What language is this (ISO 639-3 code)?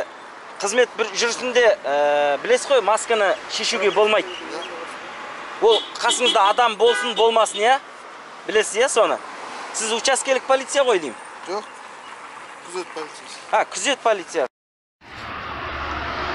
kaz